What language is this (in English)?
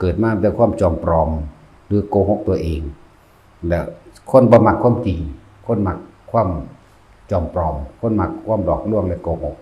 Northeastern Thai